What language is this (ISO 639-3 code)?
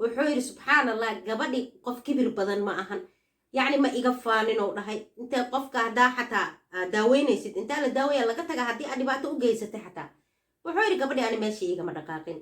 som